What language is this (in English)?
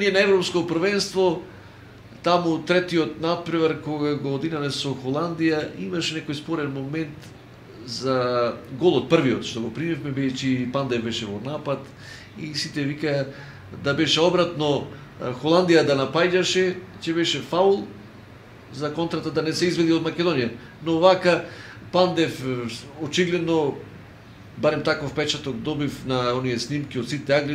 Macedonian